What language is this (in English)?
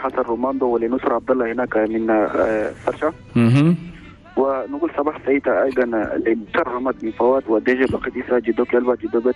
Chadian Arabic